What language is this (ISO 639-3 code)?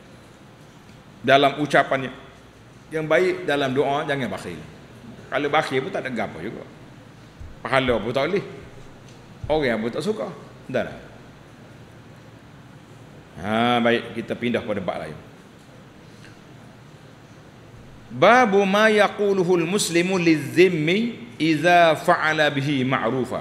msa